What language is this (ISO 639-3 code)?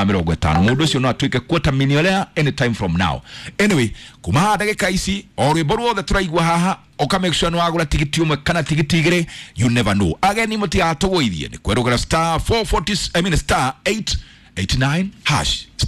kik